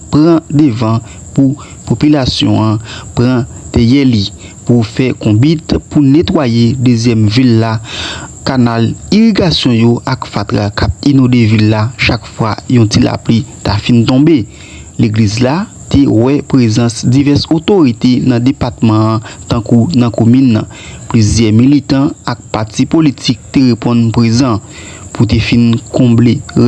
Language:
Haitian Creole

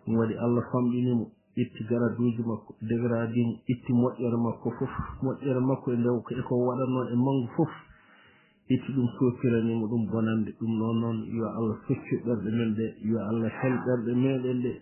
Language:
Fula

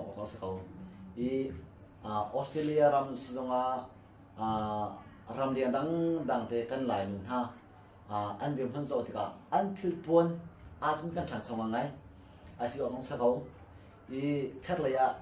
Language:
Hakha Chin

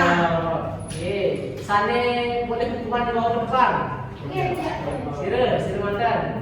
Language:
Balinese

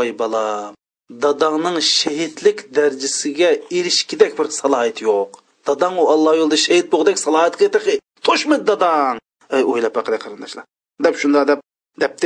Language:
Uyghur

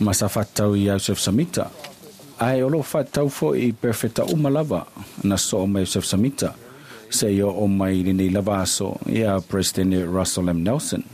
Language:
Samoan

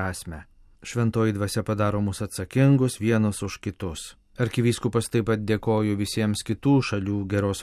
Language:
Lithuanian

